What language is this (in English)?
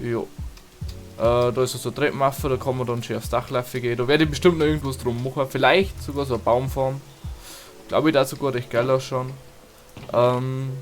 Bavarian